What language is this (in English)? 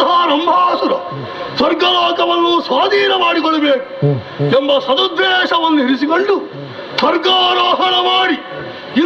Kannada